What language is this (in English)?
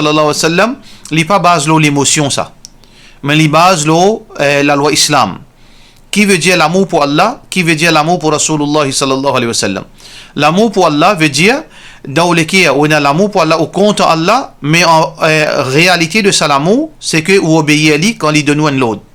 Morisyen